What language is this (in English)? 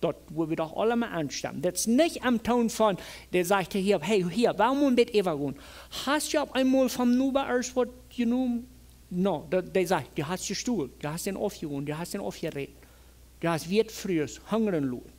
Plautdietsch